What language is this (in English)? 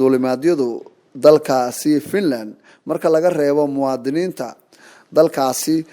Somali